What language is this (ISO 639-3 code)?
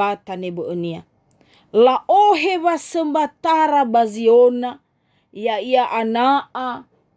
nia